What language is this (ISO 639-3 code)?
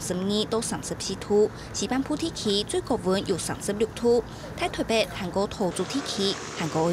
hak